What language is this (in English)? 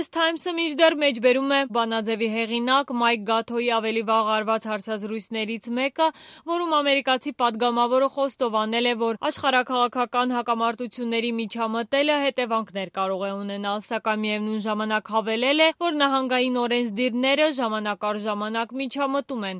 Armenian